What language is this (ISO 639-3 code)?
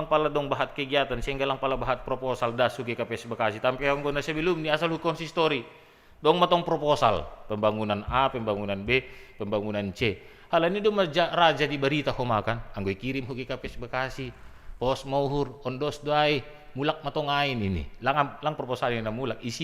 bts